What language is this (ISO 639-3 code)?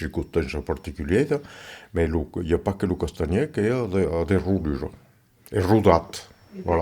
oci